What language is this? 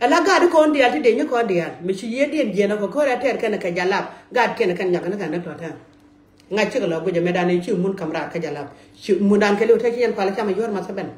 Nuer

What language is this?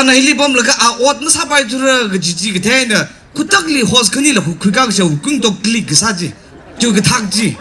Tangkhul Naga (India)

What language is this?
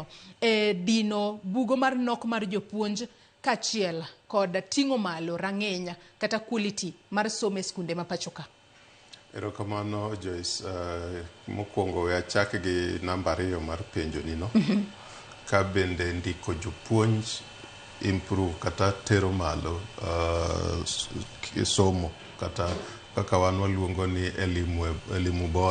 Luo (Kenya and Tanzania)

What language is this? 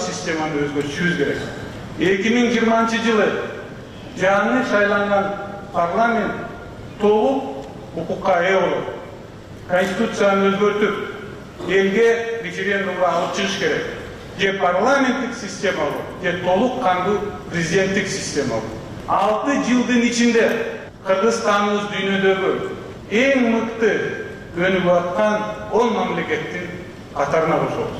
Kyrgyz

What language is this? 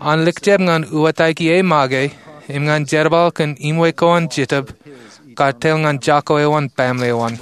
Marshallese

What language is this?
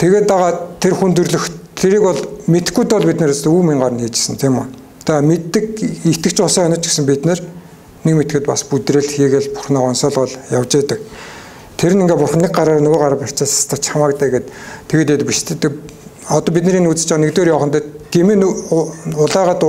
Mongolian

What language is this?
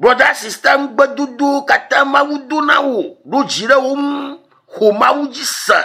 Ewe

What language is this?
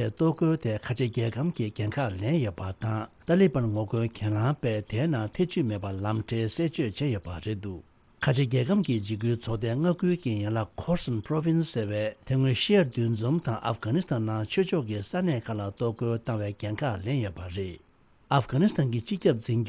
Tibetan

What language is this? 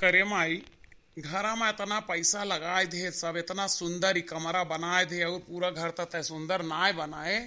Awadhi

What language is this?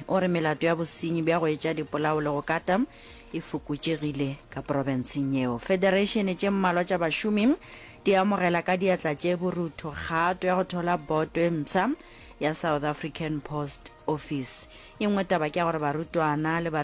Northern Sotho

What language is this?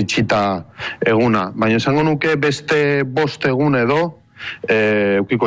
Basque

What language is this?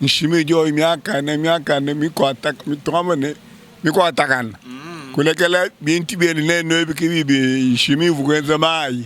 Luba-Lulua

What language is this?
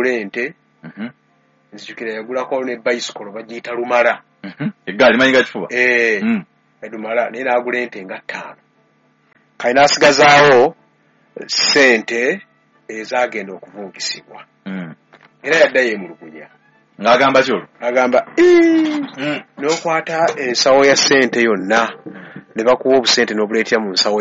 Ganda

